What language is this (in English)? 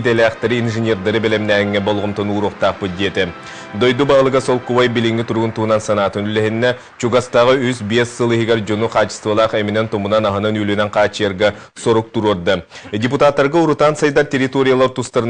Yakut